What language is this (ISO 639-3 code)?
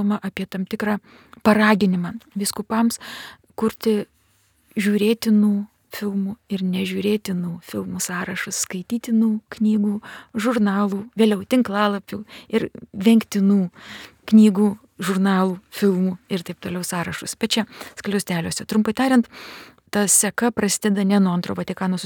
lit